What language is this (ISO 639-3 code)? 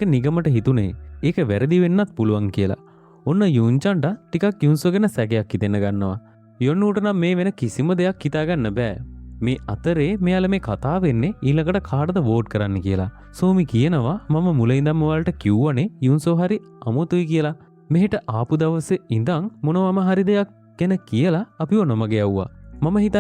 sin